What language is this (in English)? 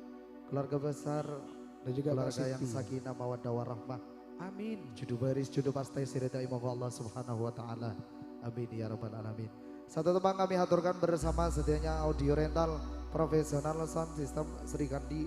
Madurese